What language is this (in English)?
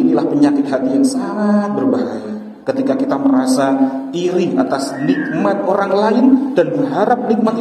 Indonesian